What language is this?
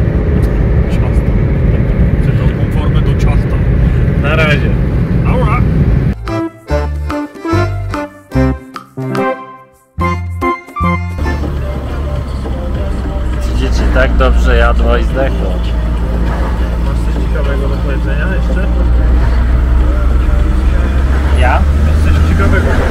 Polish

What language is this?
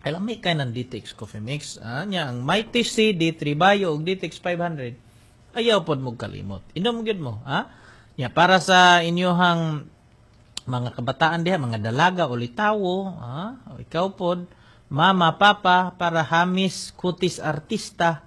Cebuano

